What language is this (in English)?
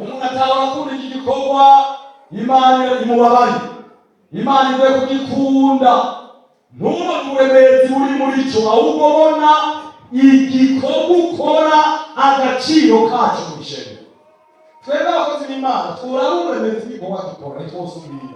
Rundi